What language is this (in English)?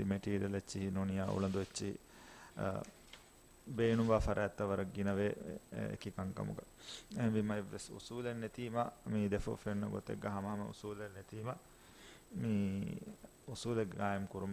Divehi